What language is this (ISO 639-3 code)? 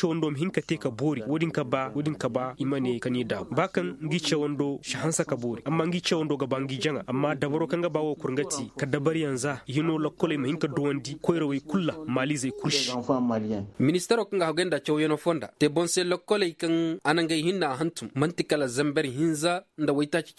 ses